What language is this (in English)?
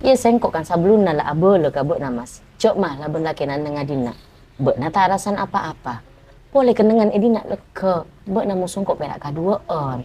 Madurese